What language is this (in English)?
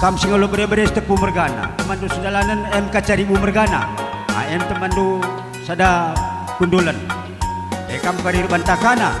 Batak Karo